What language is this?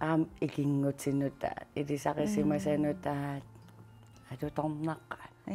Kalaallisut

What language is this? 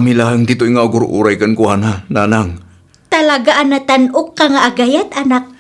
Iloko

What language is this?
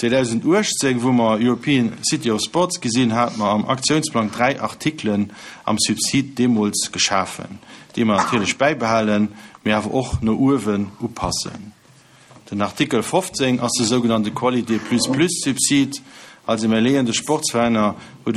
Luxembourgish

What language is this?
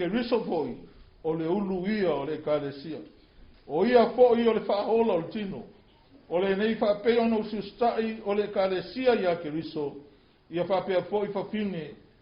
Samoan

